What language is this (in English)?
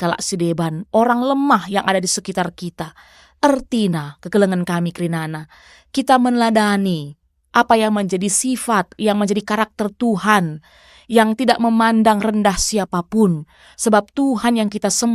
Batak Karo